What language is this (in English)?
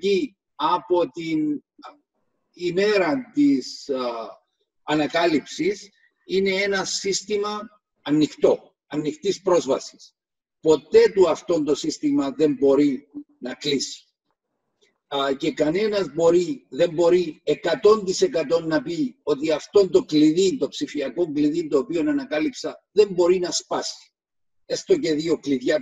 Greek